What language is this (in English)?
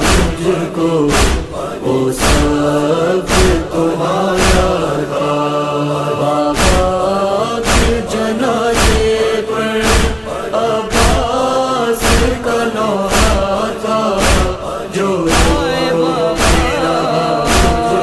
Urdu